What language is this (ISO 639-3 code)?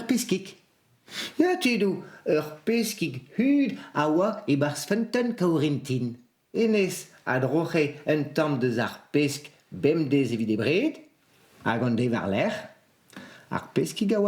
bre